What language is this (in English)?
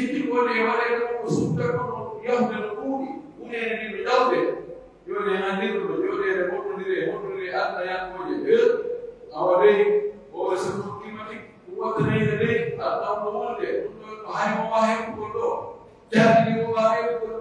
Pular